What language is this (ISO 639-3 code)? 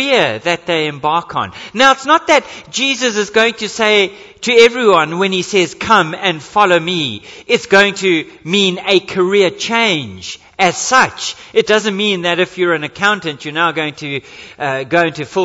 eng